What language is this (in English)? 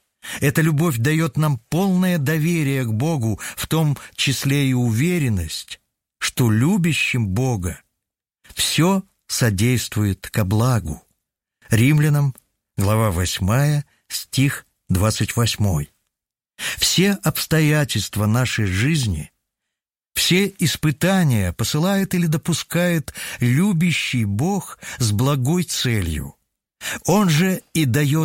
Russian